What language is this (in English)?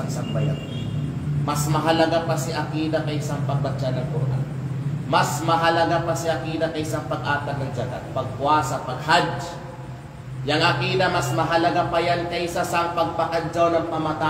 Kalagan